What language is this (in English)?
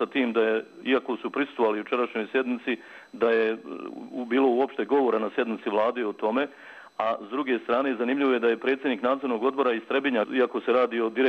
Croatian